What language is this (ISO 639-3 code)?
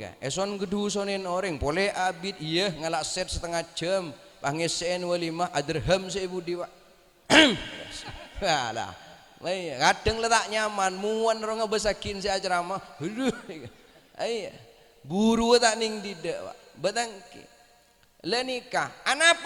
mad